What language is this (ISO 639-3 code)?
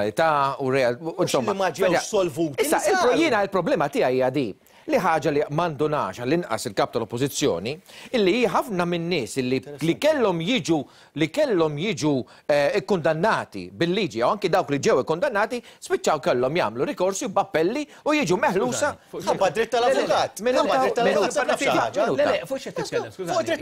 mlt